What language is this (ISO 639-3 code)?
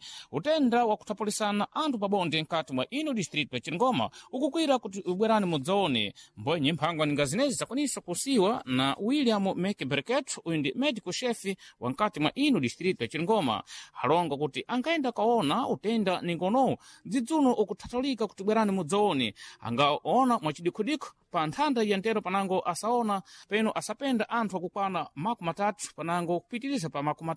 seh